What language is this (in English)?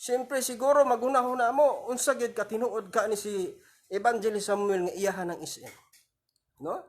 Cebuano